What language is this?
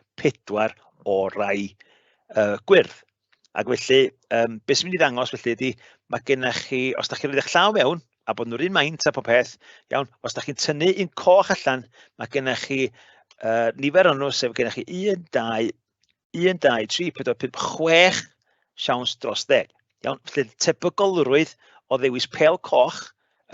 Welsh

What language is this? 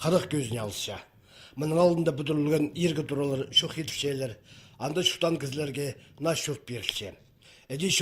Khakas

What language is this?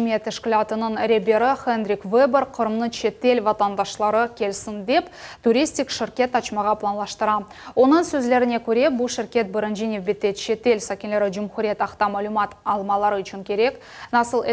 Crimean Tatar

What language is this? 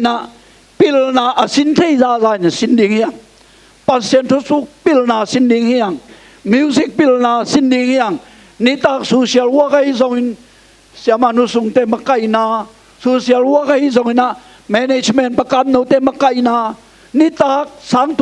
Tedim Chin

